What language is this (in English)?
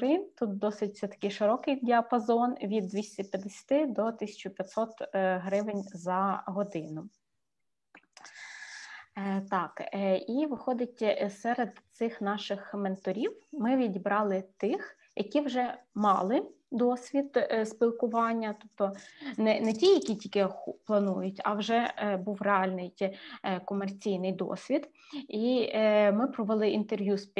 Ukrainian